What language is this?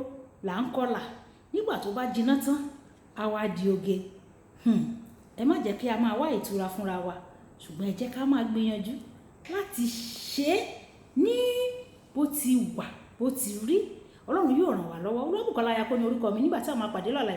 Yoruba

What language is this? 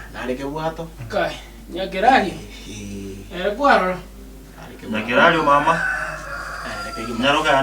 Gusii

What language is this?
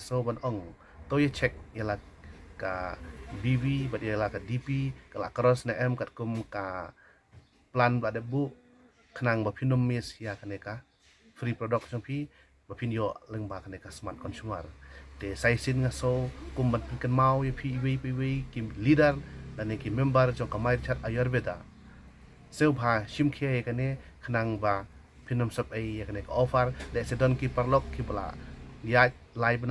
Khasi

